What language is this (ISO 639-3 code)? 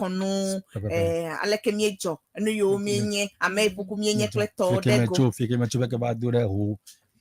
ewe